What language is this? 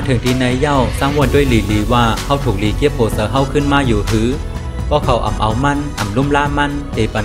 Shan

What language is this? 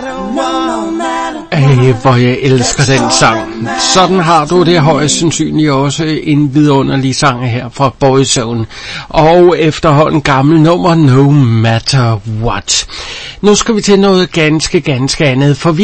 Danish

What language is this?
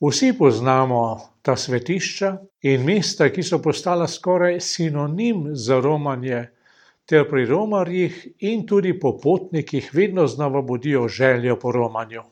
Slovenian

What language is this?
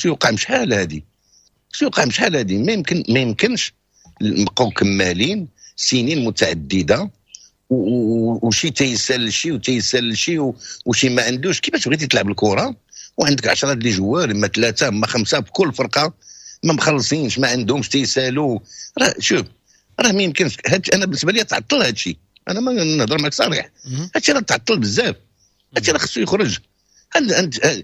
Moroccan Arabic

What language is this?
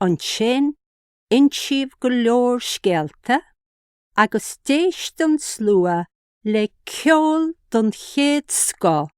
Irish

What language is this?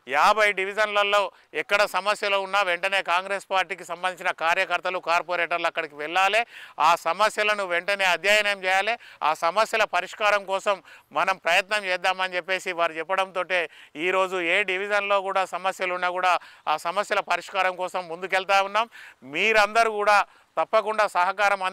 Telugu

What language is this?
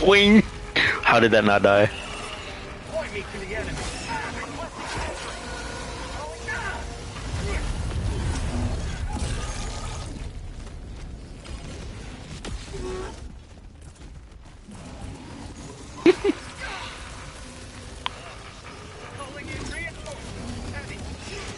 English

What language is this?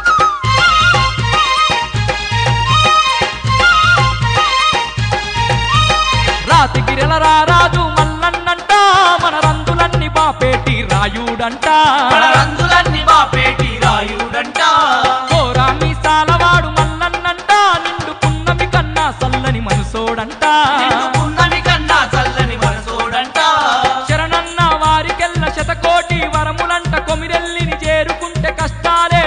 Telugu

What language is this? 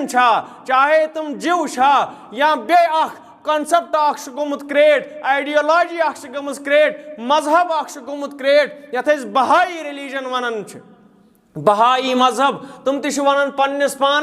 Kashmiri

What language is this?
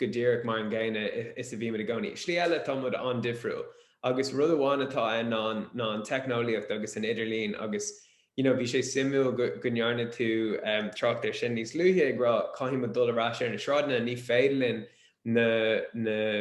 Irish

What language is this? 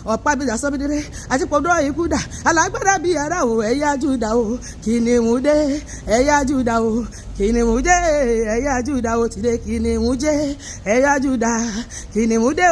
Yoruba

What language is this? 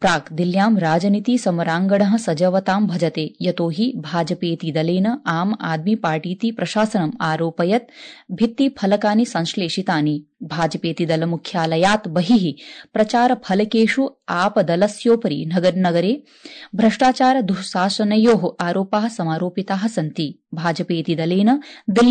Sanskrit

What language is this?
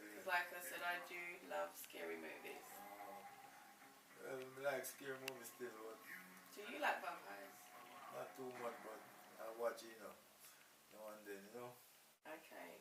Jamaican Creole English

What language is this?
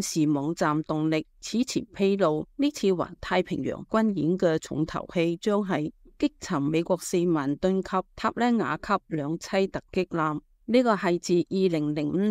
Cantonese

